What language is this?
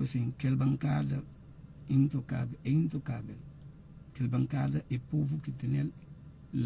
Kabuverdianu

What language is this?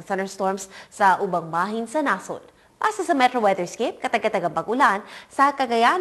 Cebuano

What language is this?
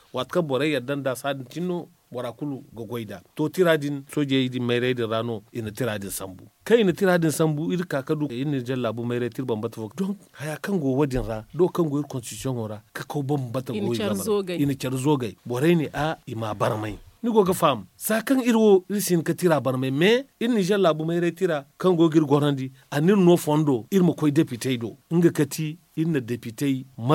Zarma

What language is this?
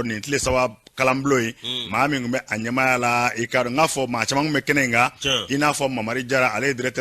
Bambara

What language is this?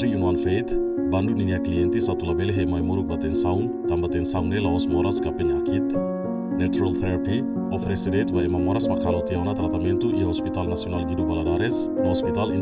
Tetum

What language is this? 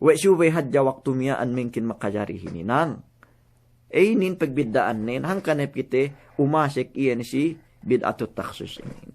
Yakan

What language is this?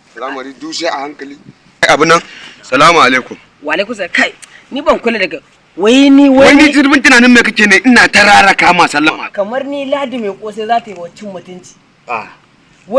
Hausa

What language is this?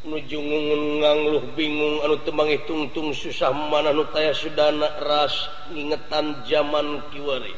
Sundanese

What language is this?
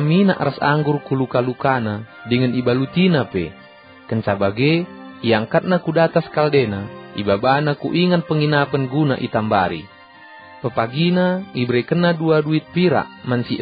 Batak Karo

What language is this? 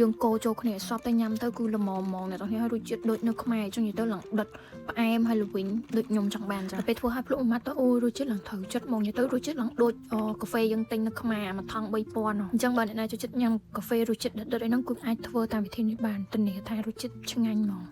Khmer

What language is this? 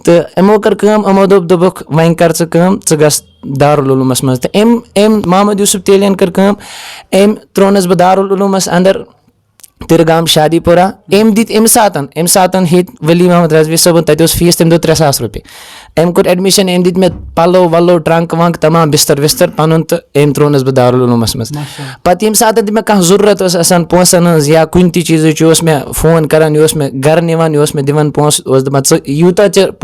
Kashmiri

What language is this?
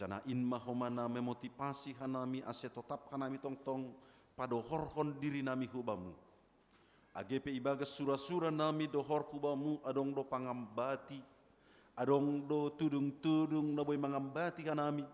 Batak Simalungun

